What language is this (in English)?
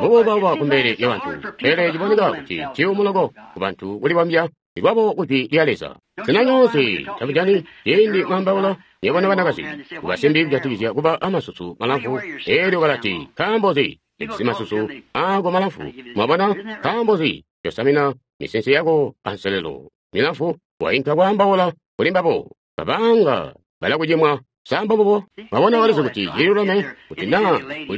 Tonga (Zambia)